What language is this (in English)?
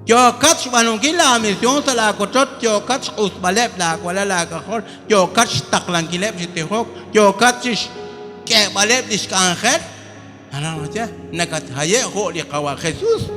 Kekchí